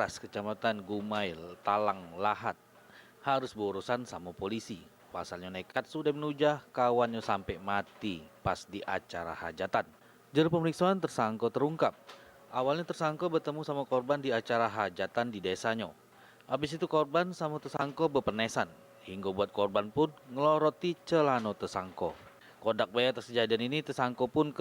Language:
Musi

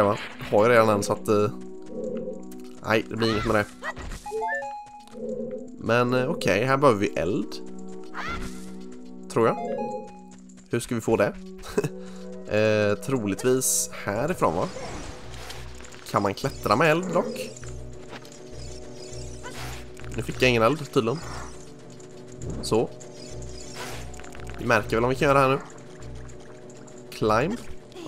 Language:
Swedish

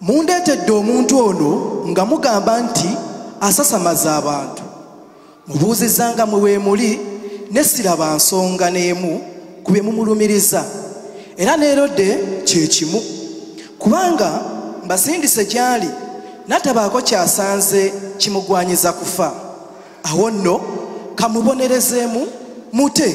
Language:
Ganda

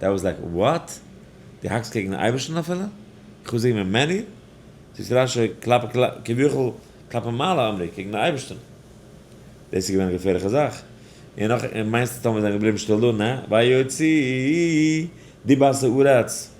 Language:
Yiddish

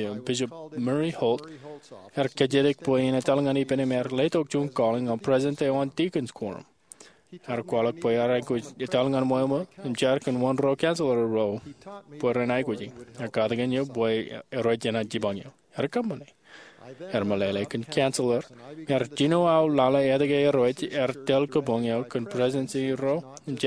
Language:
Marshallese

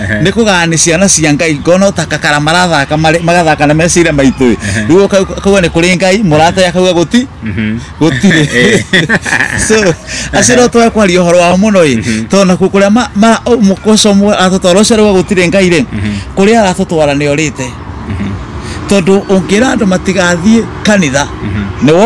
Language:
Kikuyu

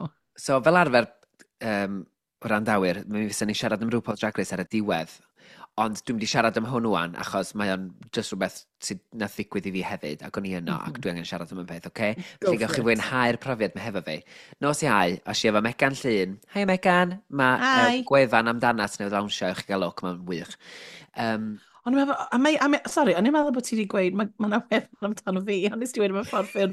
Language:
Welsh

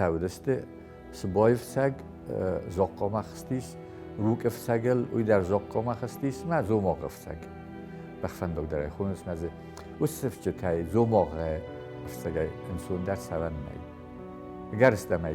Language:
Ossetic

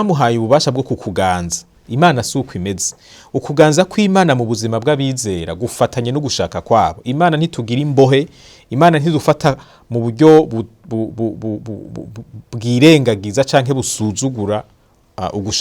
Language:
Rundi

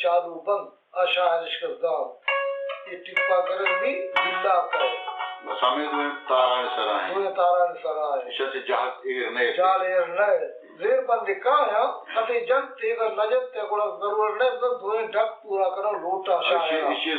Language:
Baluchi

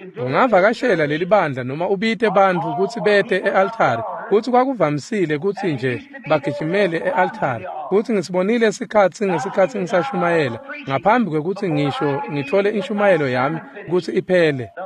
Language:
Swati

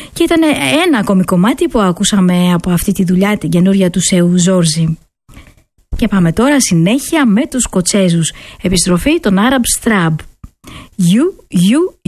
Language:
Greek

